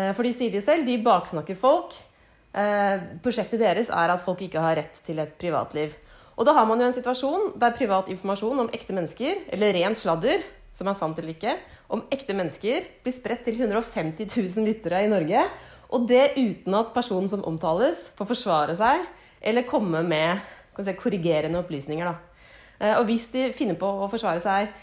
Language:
Norwegian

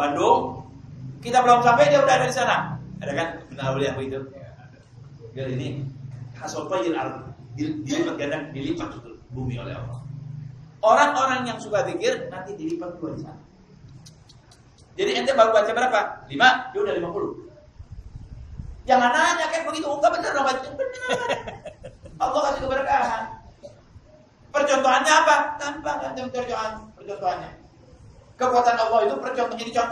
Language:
Indonesian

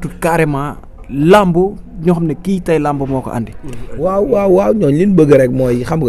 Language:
Wolof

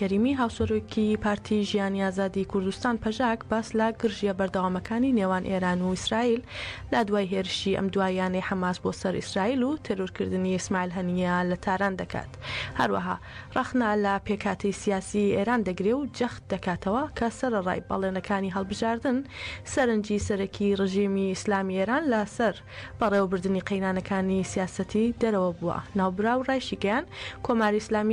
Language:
Central Kurdish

